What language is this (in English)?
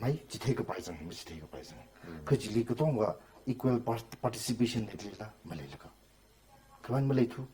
Tangkhul Naga (India)